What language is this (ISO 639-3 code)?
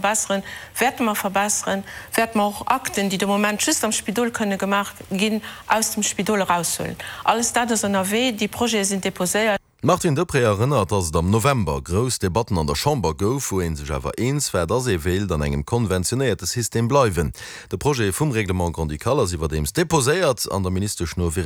ltz